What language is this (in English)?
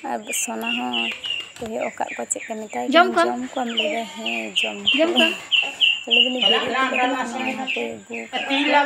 Santali